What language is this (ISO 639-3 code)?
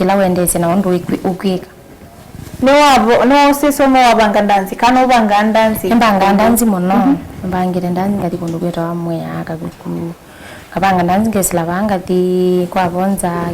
kam